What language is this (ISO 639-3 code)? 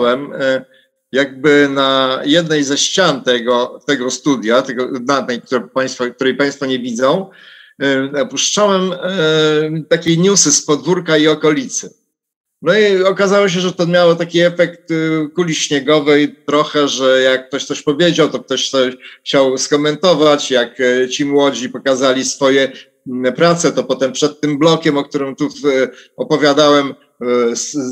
pol